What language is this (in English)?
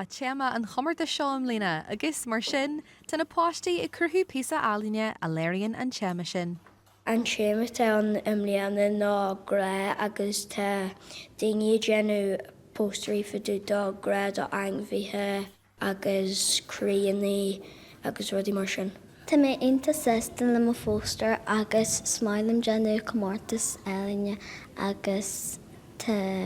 Irish